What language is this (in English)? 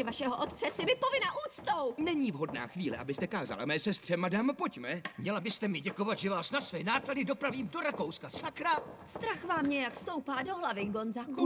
Czech